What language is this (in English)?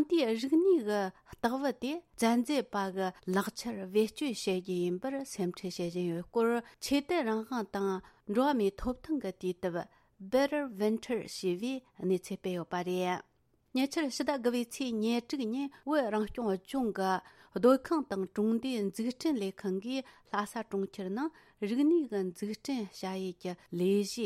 Tibetan